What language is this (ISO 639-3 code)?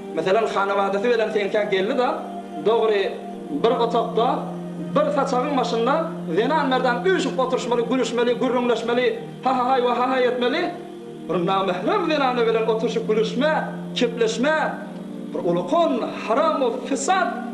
tuk